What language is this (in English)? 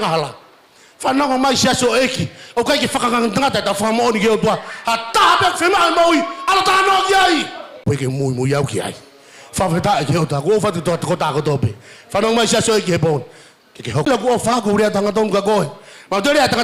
Tongan